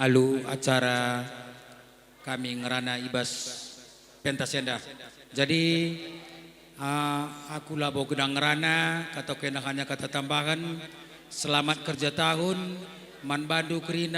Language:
Batak Karo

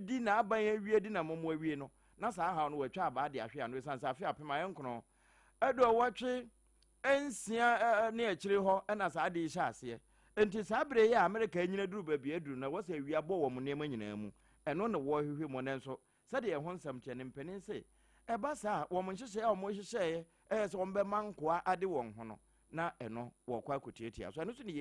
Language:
Akan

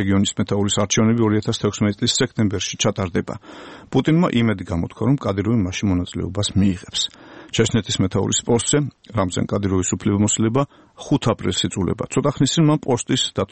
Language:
Georgian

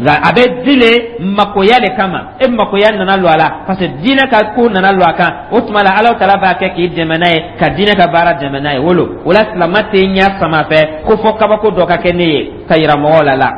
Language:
Dyula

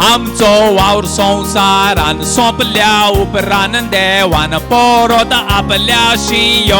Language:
Konkani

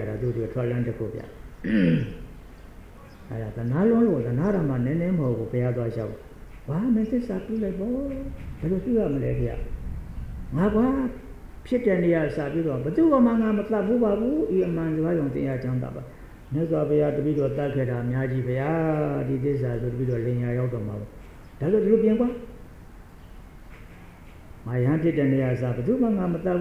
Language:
Burmese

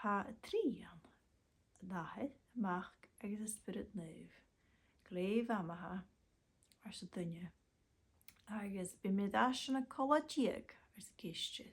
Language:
Scottish Gaelic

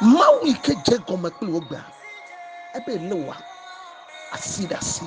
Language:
Ewe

